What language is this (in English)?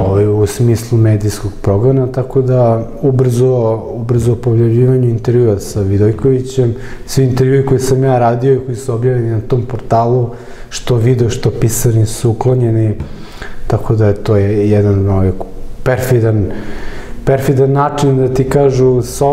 Serbian